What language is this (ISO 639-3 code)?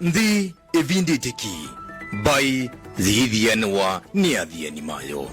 kam